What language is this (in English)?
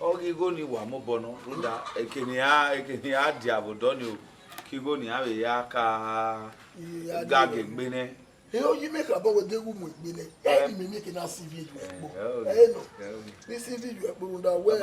Bini